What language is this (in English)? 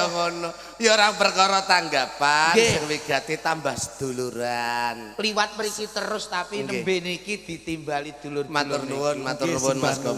Javanese